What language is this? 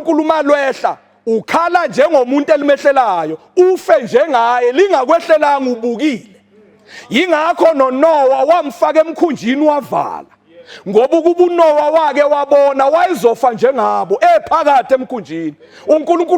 Zulu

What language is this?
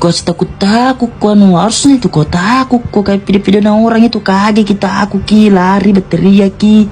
Makassar Malay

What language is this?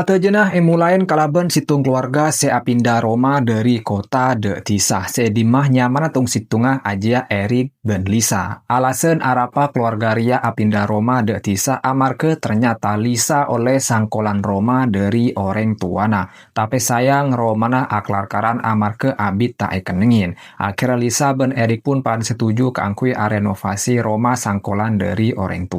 Madurese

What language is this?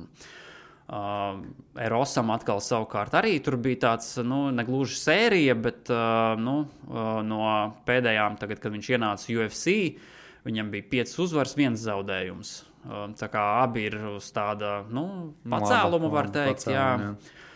Latvian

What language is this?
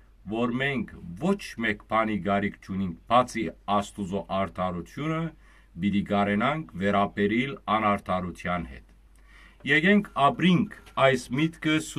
Western Armenian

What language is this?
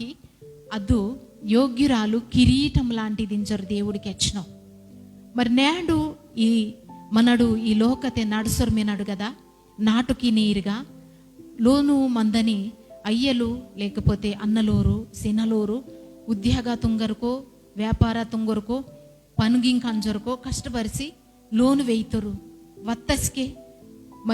Koya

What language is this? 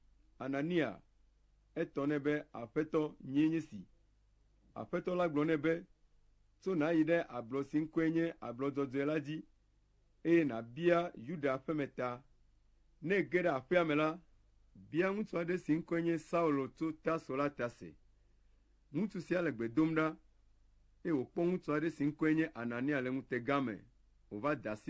Ewe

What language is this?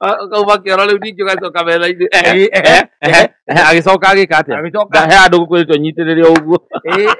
Kikuyu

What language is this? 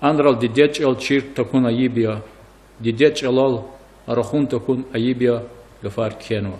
Lezghian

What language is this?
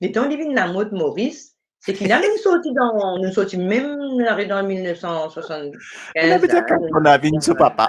Morisyen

